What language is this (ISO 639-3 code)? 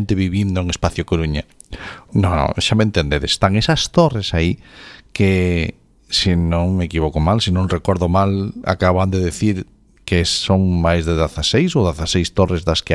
glg